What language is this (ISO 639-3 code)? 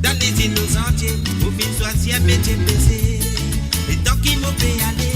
mfe